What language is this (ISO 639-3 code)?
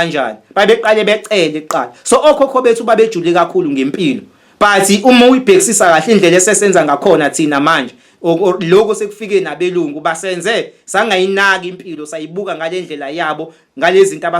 zul